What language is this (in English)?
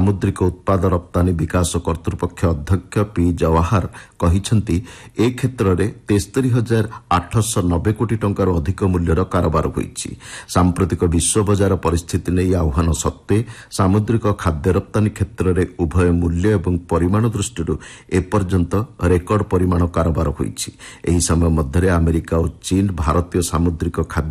Odia